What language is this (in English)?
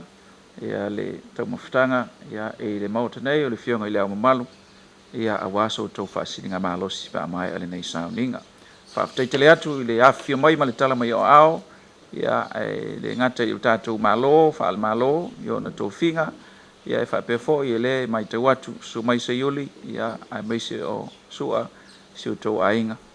Samoan